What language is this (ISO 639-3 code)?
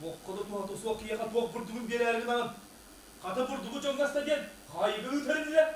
sah